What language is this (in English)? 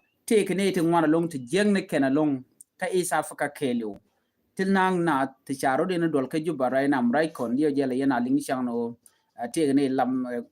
Nuer